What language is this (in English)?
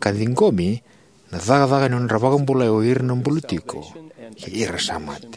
Fijian